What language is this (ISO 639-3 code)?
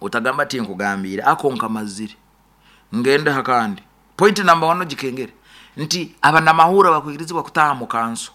nyo